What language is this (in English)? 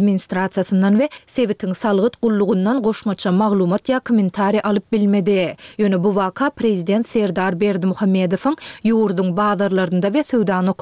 Turkmen